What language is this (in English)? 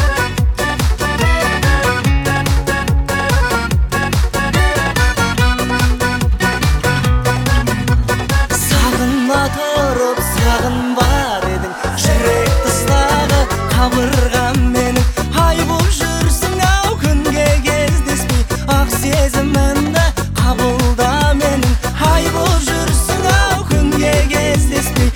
Kazakh